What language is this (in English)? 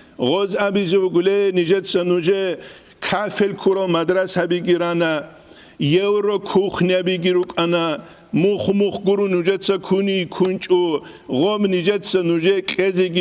Avaric